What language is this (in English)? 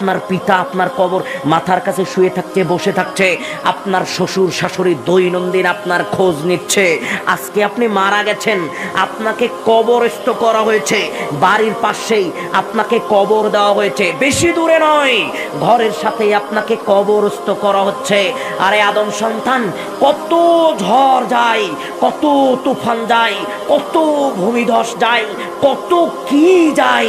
Bangla